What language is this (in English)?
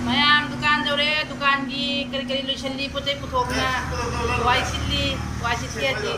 Manipuri